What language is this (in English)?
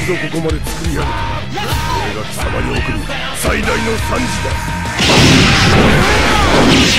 Japanese